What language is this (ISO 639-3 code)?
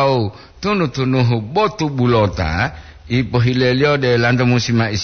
gor